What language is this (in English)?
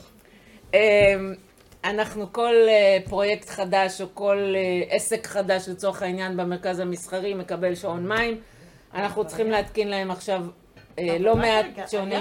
Hebrew